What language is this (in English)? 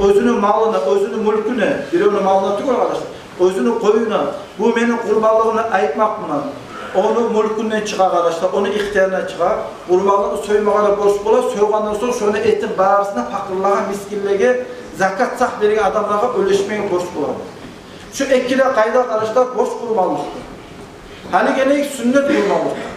Kumyk